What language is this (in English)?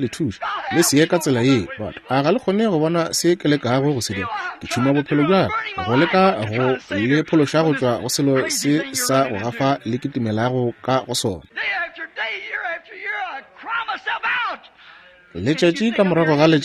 Northern Sotho